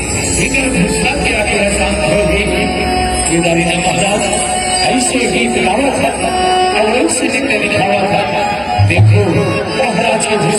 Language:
Chhattisgarhi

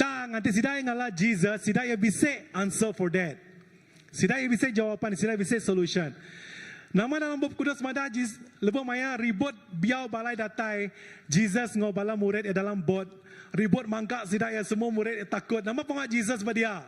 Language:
Iban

